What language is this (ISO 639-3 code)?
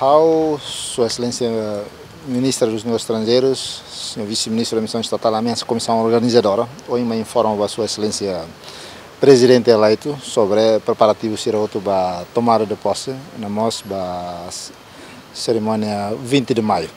tet